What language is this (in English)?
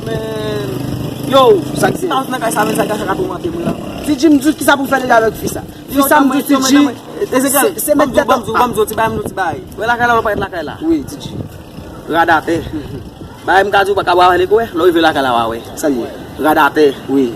Haitian Creole